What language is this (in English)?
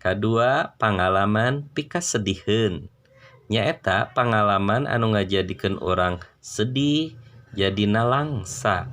Sundanese